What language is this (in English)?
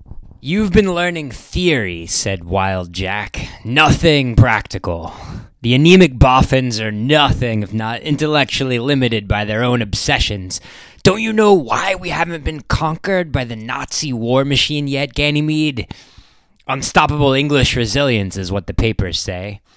English